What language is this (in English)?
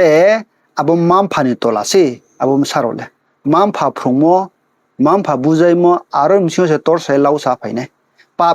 Riang (India)